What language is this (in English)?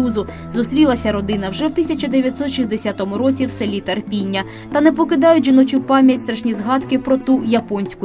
Ukrainian